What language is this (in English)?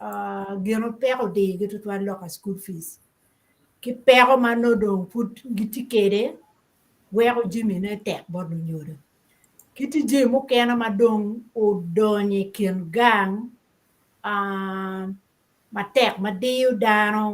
Acoli